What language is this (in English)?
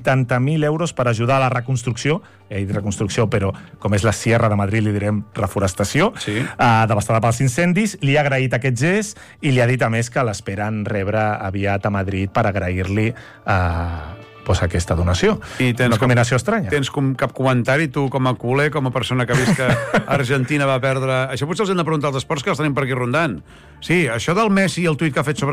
Catalan